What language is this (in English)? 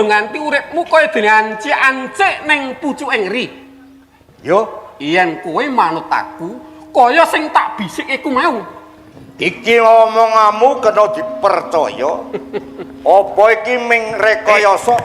Javanese